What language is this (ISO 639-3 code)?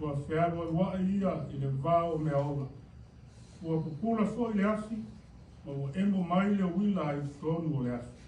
smo